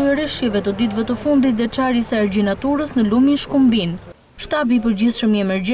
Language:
Albanian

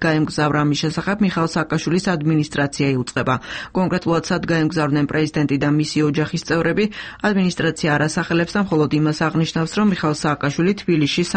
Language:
Georgian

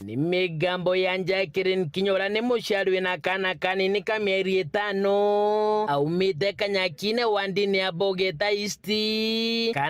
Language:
Meru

